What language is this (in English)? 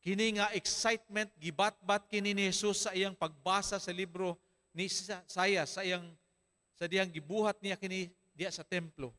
Cebuano